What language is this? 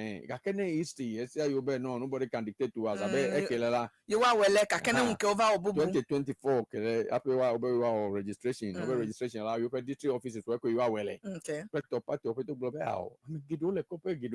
Ewe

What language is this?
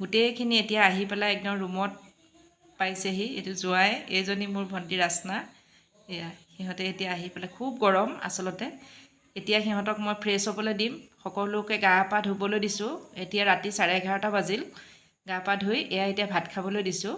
Assamese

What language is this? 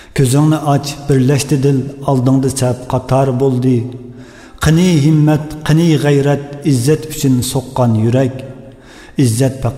Uyghur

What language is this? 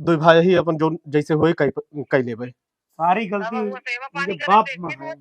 Awadhi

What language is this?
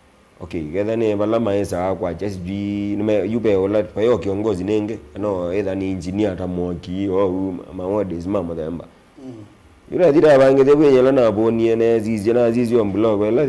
Kamba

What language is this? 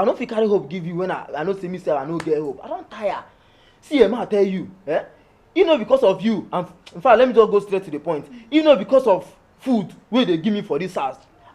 Nigerian Pidgin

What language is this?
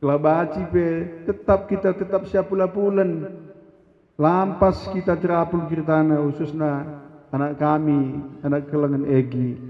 Batak Karo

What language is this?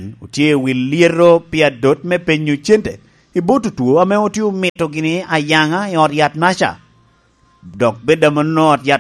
Lango (Uganda)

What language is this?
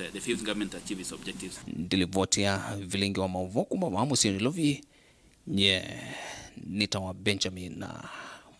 Kamba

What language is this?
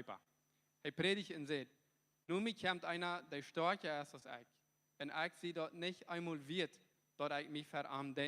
Plautdietsch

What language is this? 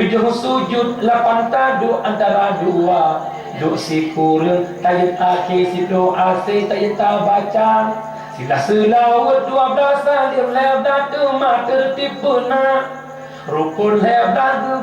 Achinese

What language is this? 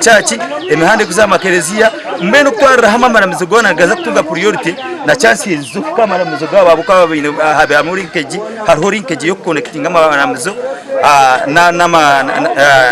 Nyankole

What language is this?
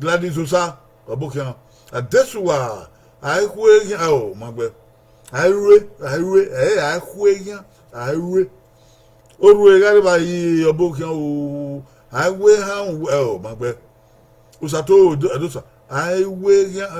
Bini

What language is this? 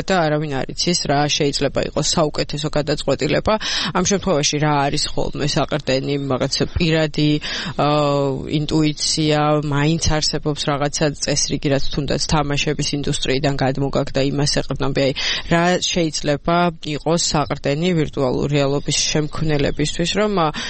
Georgian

